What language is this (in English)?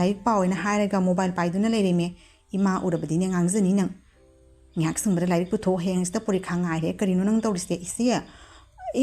Manipuri